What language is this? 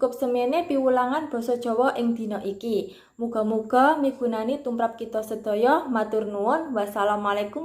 Javanese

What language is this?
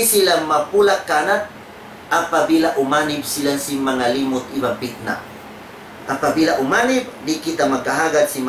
Tausug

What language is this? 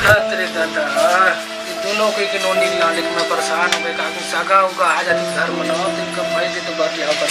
Chhattisgarhi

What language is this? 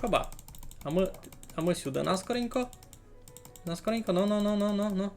Rusyn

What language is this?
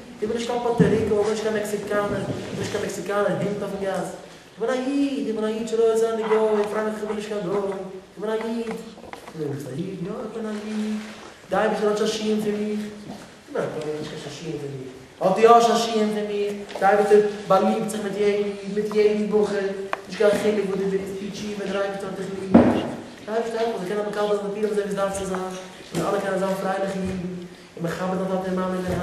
Yiddish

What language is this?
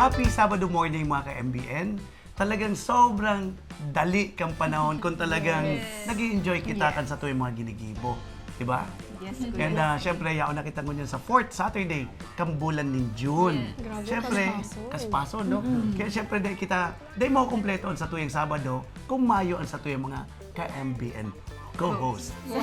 Bikol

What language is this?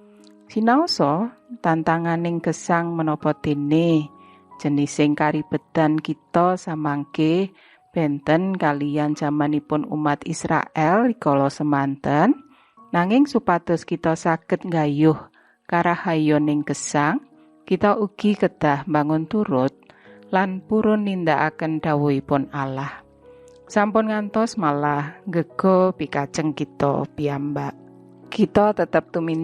Javanese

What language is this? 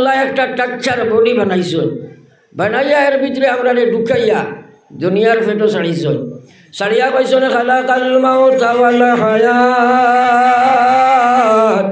Sylheti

